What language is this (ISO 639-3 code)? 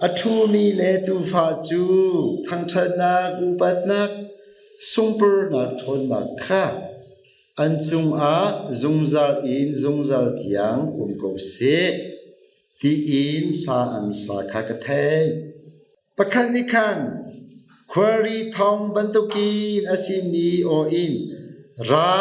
cnh